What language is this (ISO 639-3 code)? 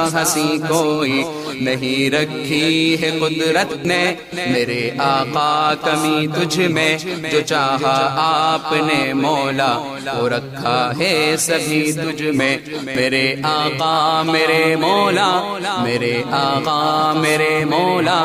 urd